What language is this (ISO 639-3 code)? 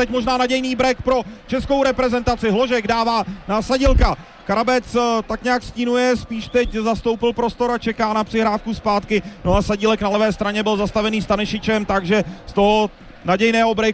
ces